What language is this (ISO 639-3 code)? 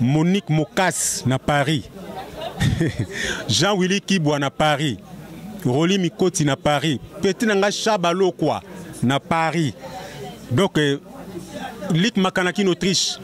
lin